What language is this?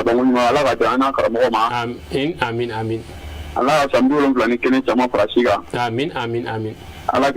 Bambara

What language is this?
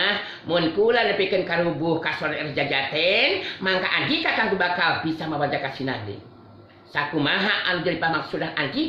Sundanese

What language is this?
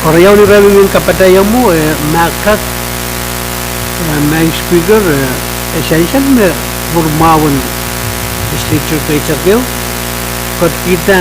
Pohnpeian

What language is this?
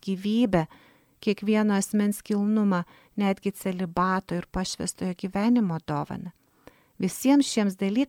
Lithuanian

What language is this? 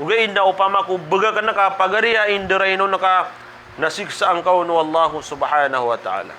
Maranao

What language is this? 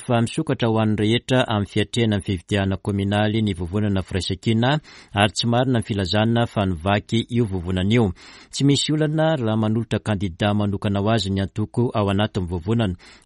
Malagasy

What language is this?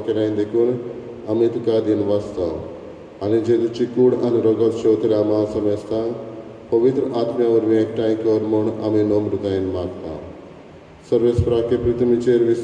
Konkani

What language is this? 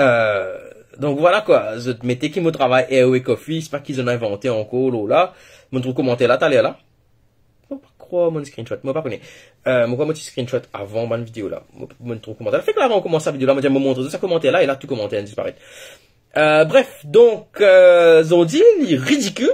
Morisyen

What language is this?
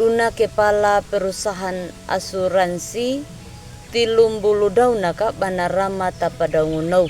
Anakalangu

